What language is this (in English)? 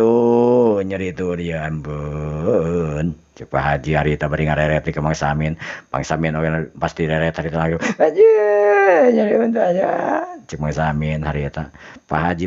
Sundanese